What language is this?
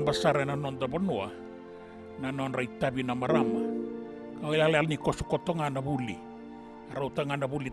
Fijian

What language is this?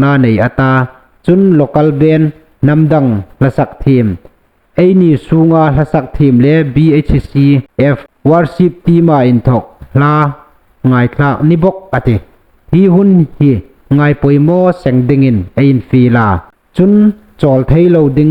Hmar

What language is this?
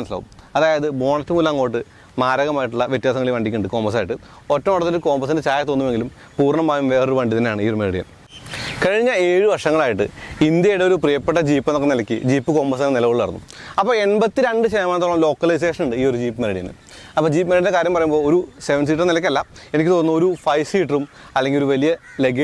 Malayalam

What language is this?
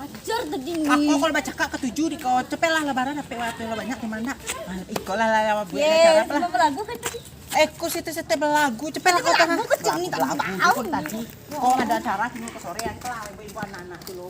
Minangkabau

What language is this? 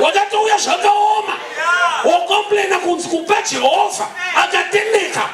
Shona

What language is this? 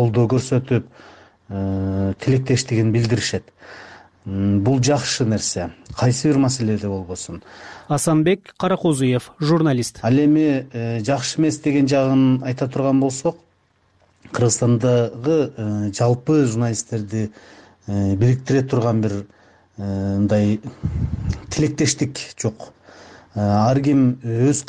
Kyrgyz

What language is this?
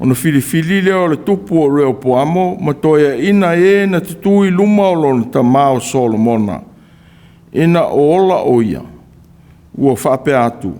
Samoan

